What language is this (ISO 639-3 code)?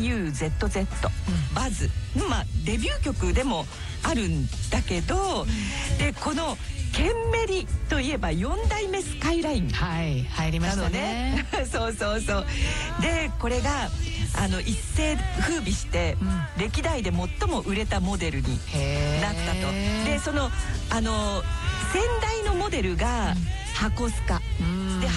jpn